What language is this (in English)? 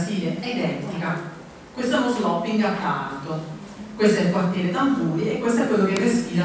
Italian